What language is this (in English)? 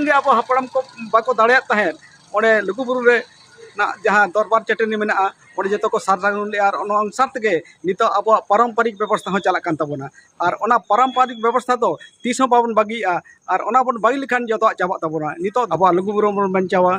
Santali